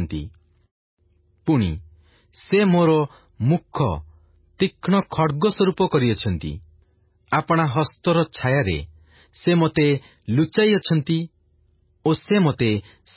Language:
Odia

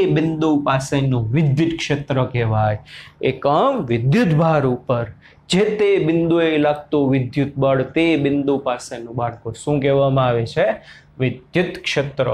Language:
Gujarati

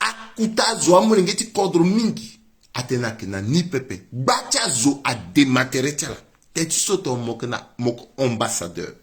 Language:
Sango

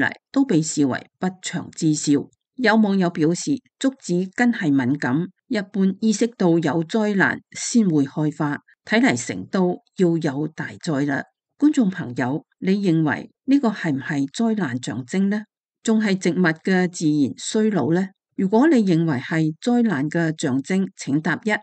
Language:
Cantonese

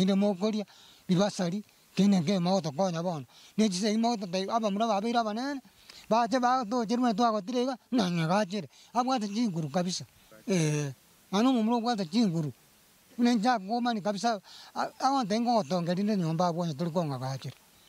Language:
Gusii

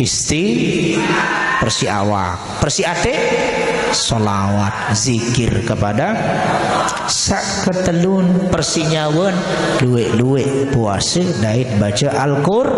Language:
Sasak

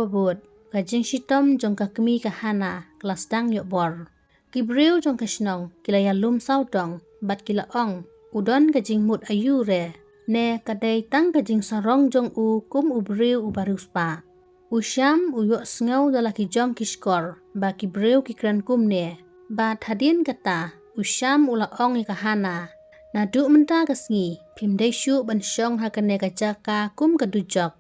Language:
Khasi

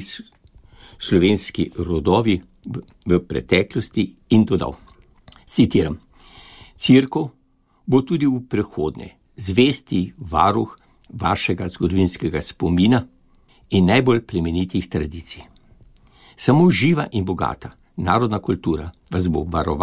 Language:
Slovenian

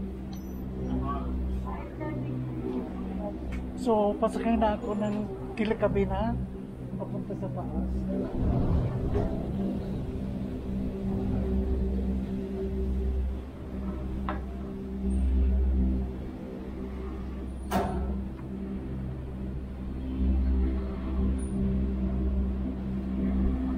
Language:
Filipino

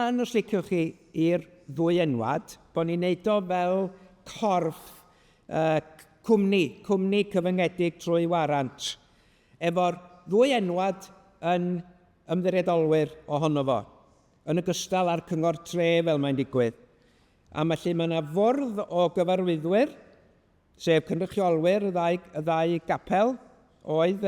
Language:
Welsh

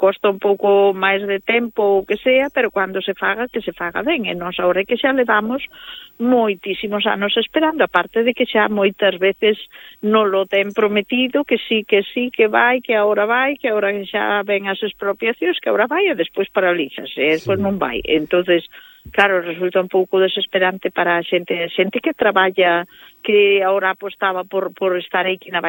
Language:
Galician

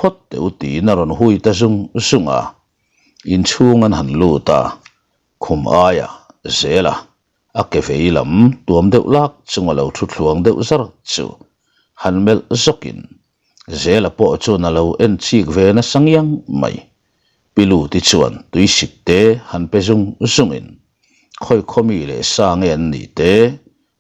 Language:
Mizo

